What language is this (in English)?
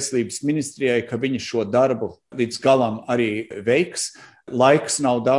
Latvian